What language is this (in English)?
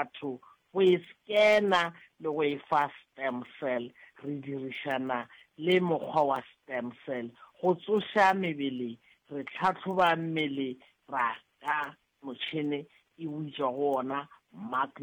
Northern Sotho